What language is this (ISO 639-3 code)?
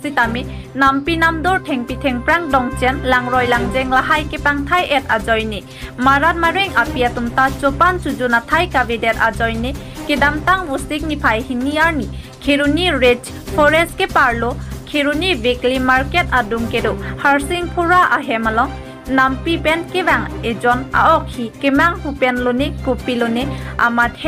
mjw